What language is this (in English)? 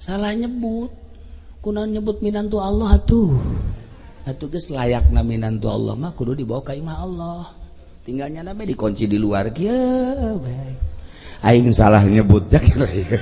Sundanese